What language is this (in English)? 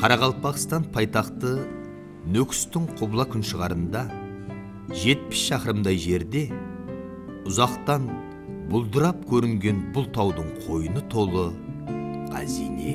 Kara-Kalpak